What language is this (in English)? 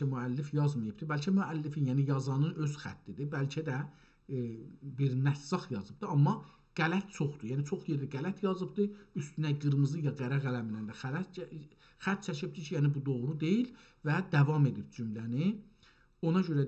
South Azerbaijani